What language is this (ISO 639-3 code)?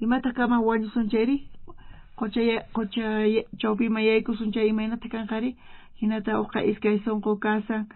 quh